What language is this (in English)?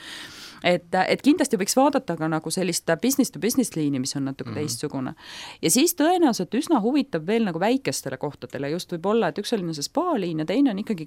Estonian